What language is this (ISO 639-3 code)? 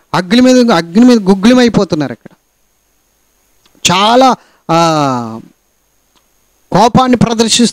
tel